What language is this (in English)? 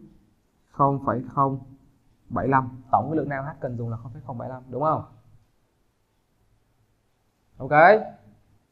Vietnamese